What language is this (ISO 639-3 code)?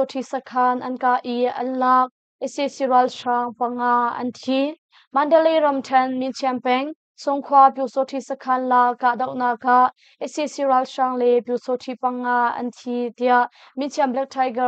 cnh